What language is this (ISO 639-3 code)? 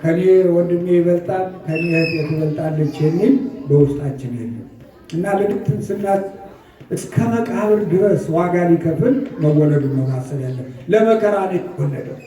amh